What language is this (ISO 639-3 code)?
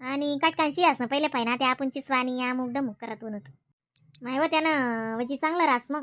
khn